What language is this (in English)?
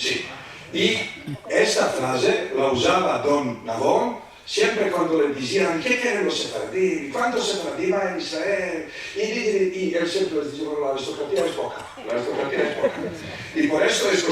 Ladino